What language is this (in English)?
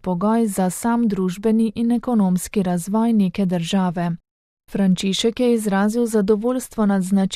Slovenian